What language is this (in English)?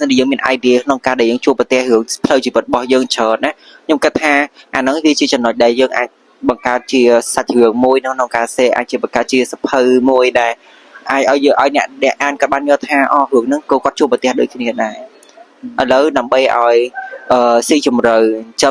Khmer